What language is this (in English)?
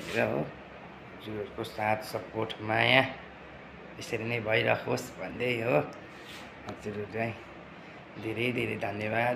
Nepali